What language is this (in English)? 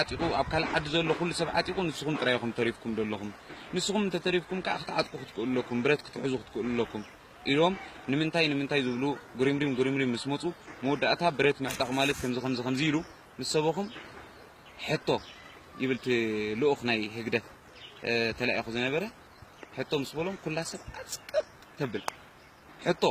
Tigrinya